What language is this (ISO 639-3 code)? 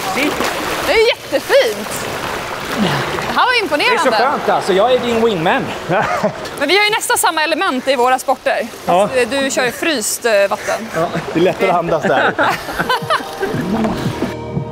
swe